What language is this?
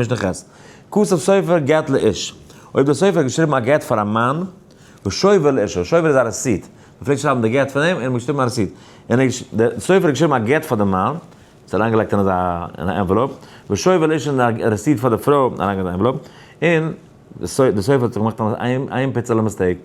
Yiddish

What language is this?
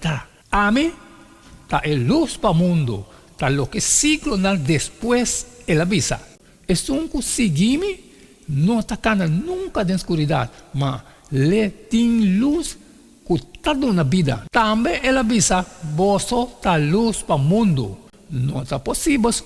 Papiamento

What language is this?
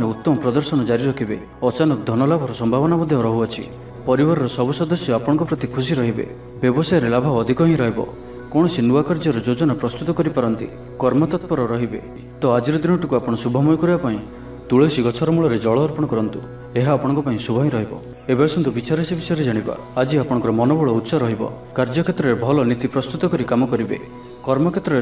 Odia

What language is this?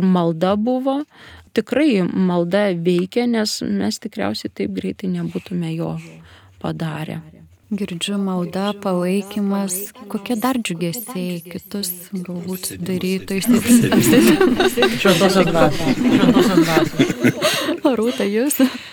Lithuanian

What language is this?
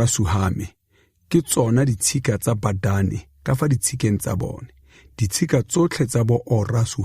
Tswana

